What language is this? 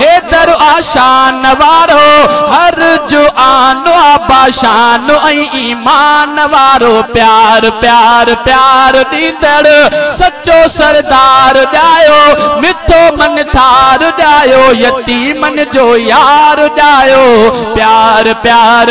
Sindhi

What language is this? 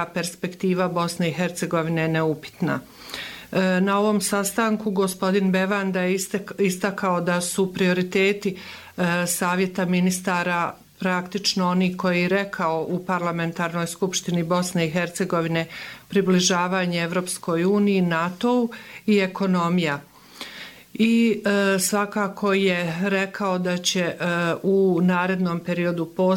Bosnian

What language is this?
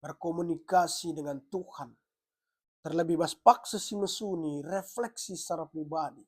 Batak Karo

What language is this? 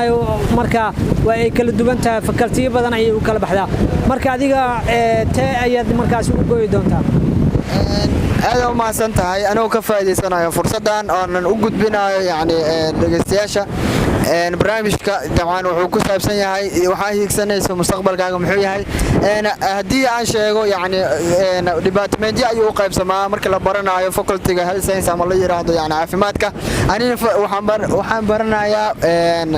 Somali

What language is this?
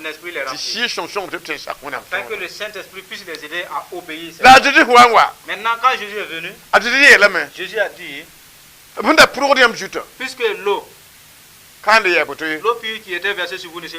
Mossi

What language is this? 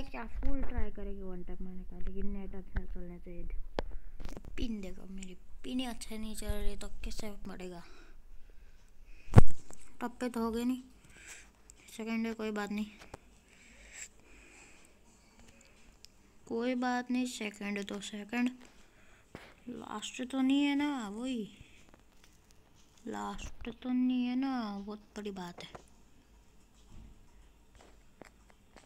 Hindi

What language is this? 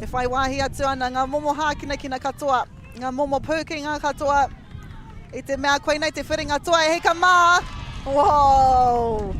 Māori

